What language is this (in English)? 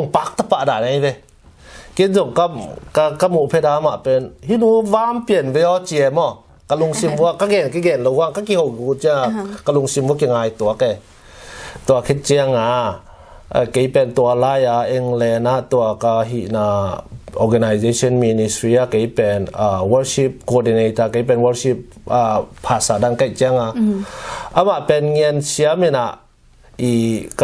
Tedim Chin